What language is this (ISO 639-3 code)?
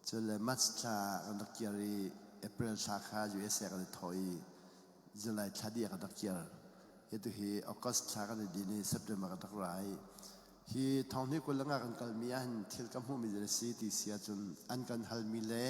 cnh